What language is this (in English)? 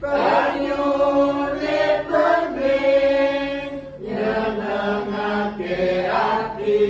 Javanese